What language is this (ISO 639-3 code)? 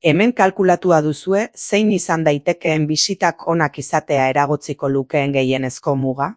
eus